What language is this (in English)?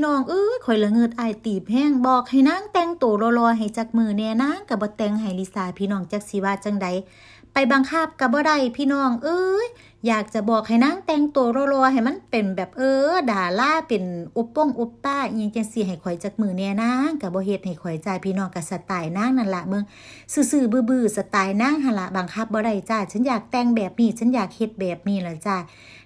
Lao